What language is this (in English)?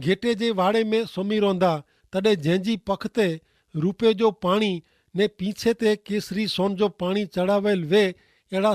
Kachhi